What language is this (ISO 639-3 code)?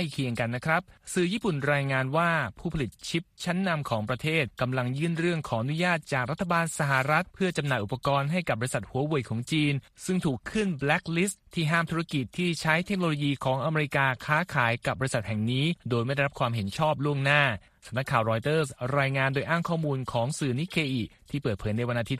tha